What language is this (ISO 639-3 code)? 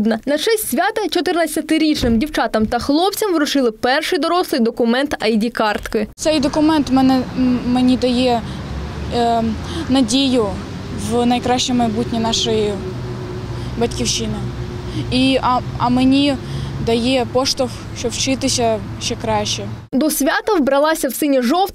ukr